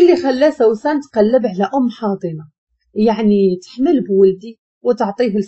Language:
Moroccan Arabic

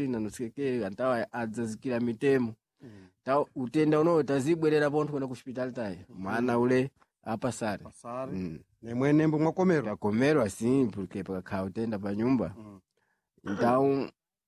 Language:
Sena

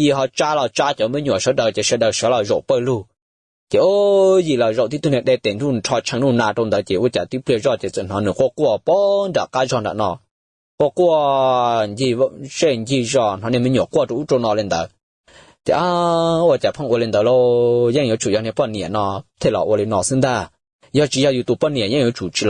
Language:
Hmong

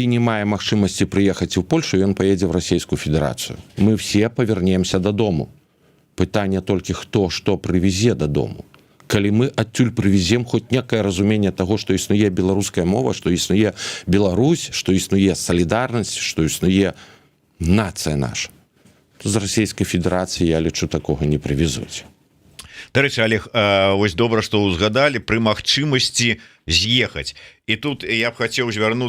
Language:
Belarusian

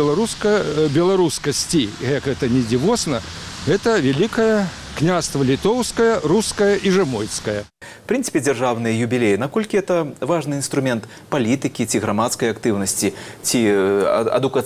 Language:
Belarusian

